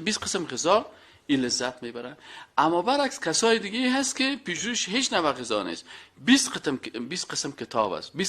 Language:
Persian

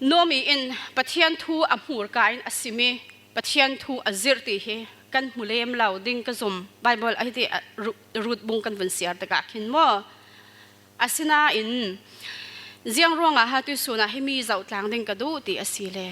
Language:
Falam Chin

